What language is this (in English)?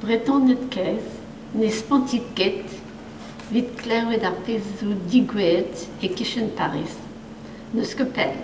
Breton